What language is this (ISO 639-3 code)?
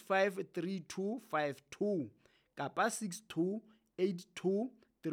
sot